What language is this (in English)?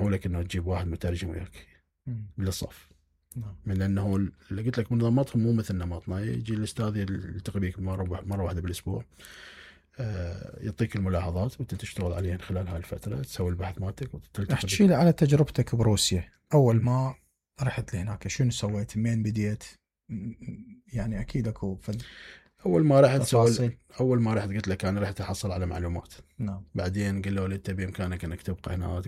Mesopotamian Arabic